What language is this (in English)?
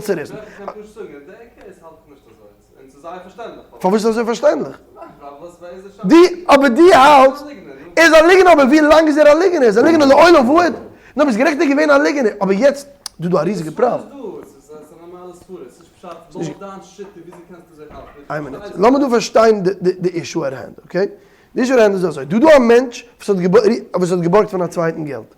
Yiddish